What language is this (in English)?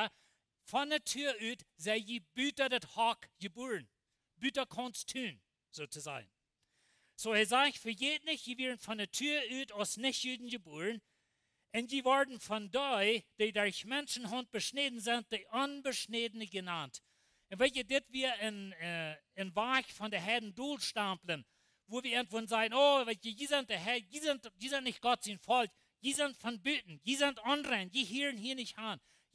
Plautdietsch